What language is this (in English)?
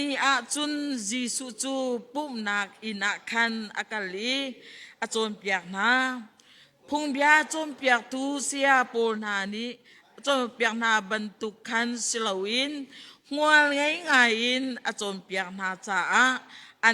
Hakha Chin